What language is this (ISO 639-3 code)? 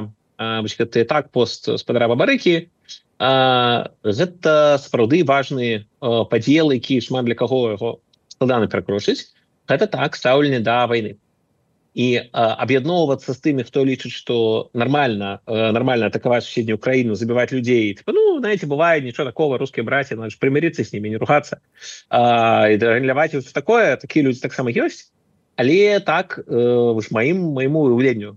bel